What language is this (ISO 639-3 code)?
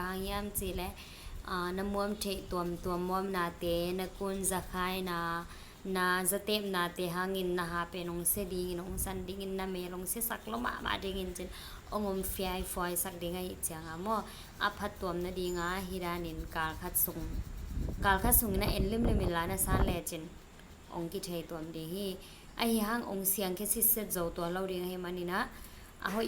ctd